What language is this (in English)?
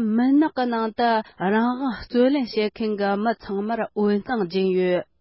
Tibetan